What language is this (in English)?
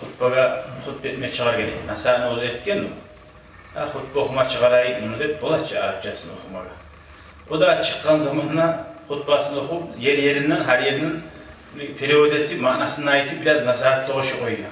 Kumyk